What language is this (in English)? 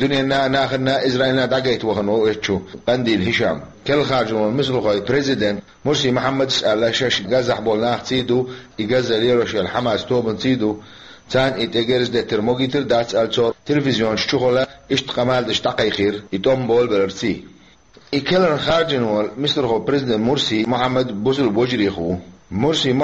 Chechen